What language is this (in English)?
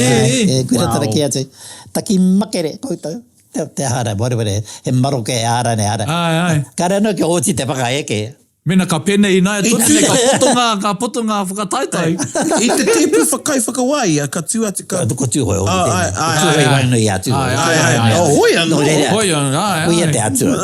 Māori